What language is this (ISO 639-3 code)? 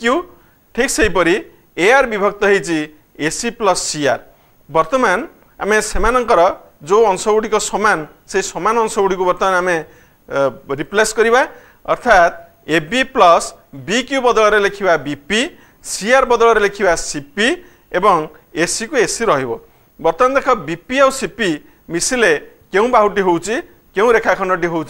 ori